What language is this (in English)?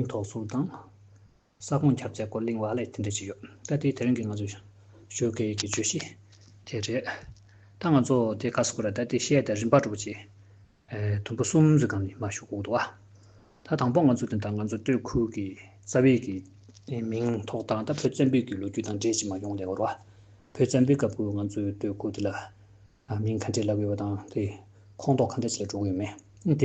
Tibetan